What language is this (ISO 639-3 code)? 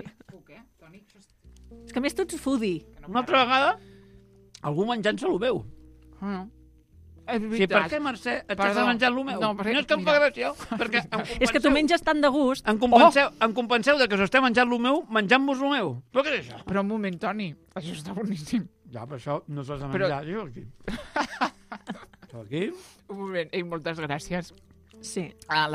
cat